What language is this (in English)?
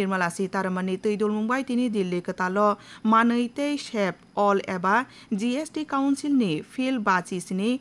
Kok Borok